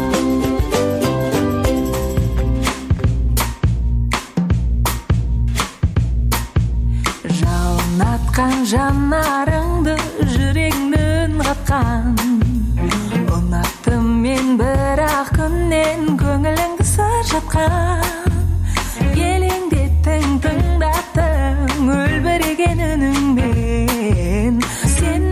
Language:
Kazakh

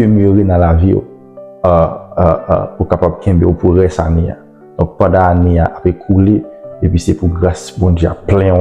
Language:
Haitian Creole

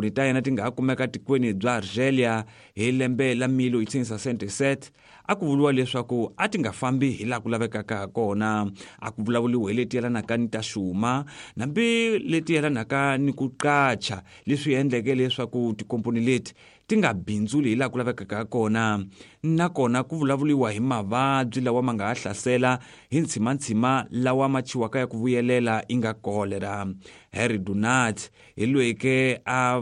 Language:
Tsonga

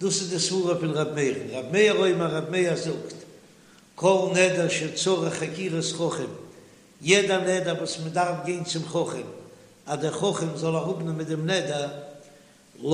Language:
Yiddish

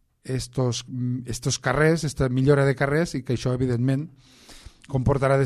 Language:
Catalan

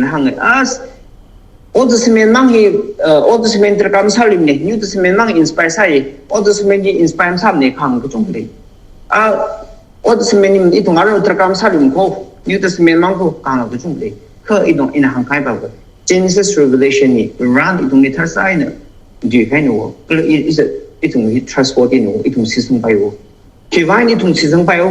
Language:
Tangkhul Naga (India)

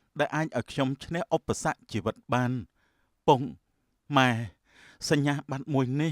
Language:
Khmer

